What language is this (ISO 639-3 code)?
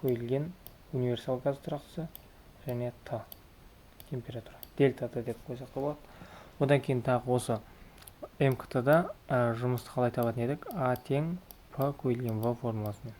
kaz